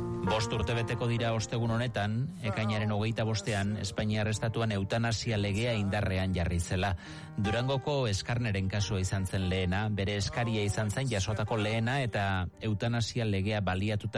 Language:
Basque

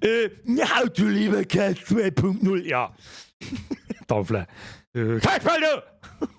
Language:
Bavarian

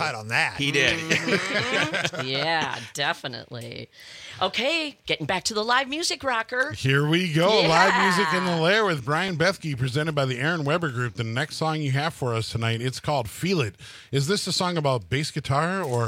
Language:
English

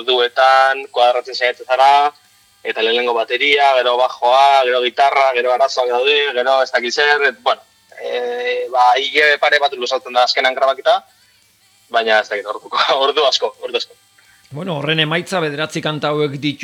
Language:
Basque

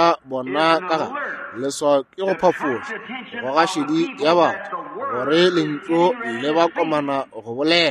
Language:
Northern Sotho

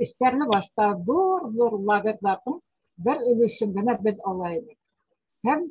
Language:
Bashkir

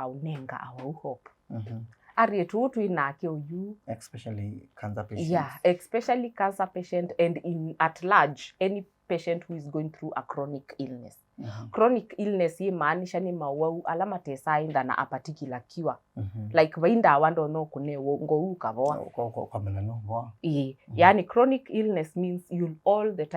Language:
Kamba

